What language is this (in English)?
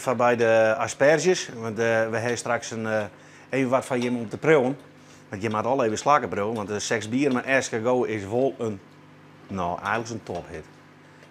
Western Frisian